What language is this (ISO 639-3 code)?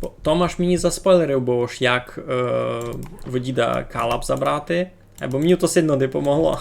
rue